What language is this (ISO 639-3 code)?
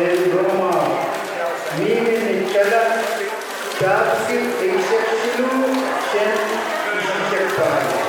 pon